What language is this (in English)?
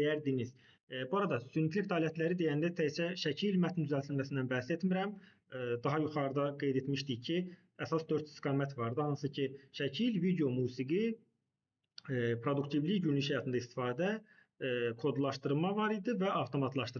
Azerbaijani